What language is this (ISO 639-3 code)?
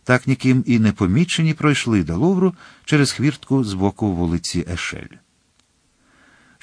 ukr